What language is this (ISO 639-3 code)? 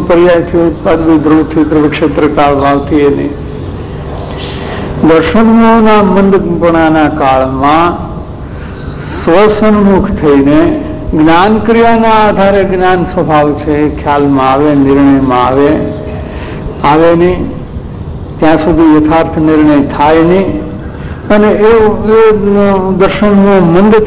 guj